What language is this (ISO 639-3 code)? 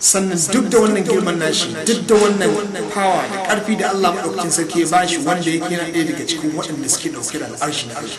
hau